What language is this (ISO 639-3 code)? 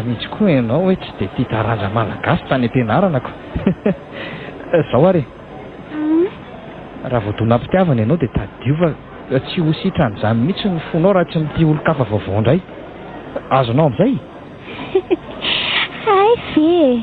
mlg